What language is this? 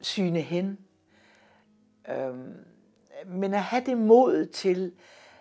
Danish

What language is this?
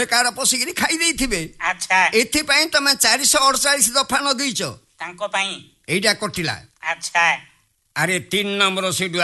Odia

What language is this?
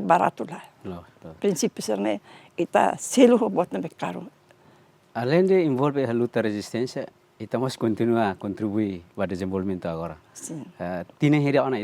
Tetum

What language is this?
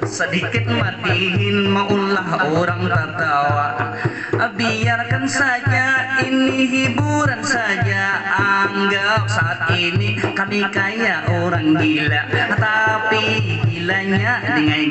Banjar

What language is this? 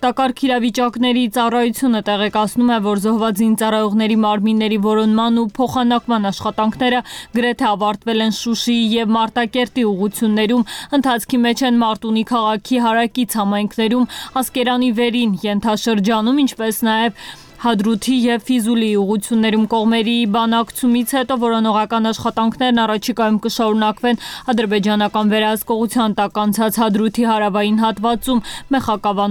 Armenian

